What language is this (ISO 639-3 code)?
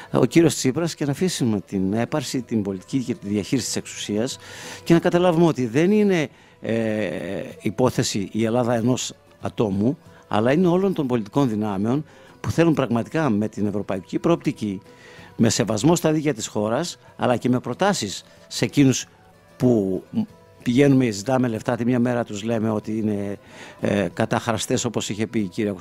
ell